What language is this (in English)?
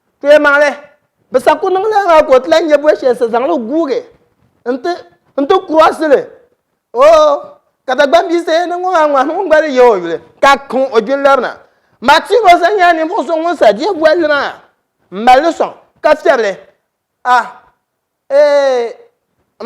Dagbani